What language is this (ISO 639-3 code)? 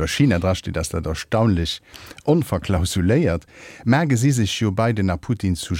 ltz